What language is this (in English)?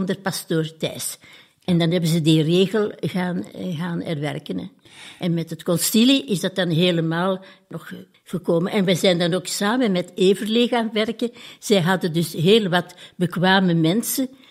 Dutch